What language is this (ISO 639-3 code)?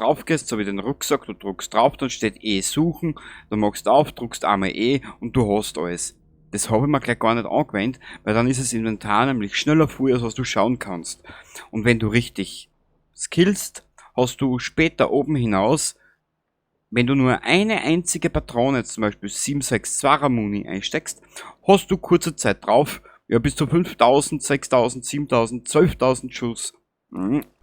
bar